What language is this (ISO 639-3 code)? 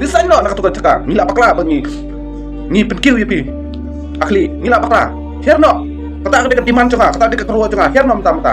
kha